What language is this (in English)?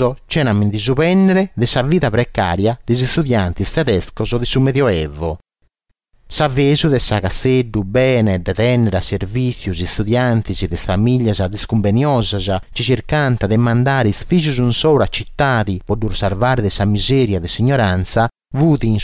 Sardinian